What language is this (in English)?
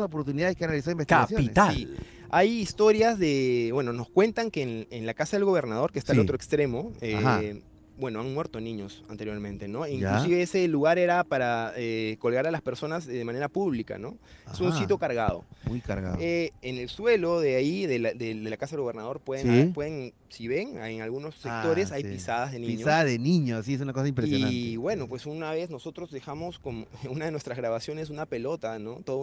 Spanish